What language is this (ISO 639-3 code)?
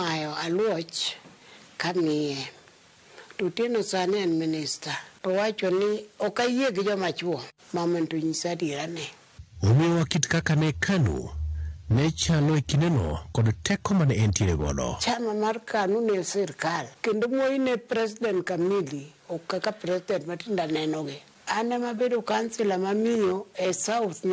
luo